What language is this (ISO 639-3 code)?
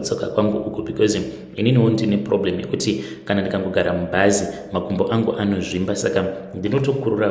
sna